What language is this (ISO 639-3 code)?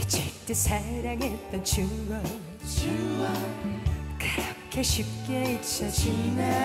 kor